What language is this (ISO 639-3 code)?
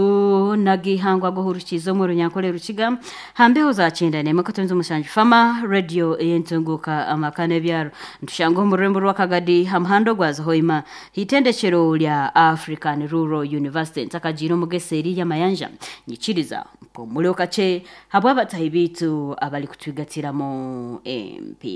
nyn